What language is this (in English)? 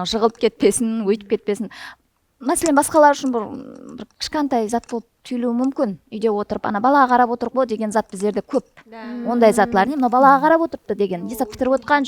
Kara-Kalpak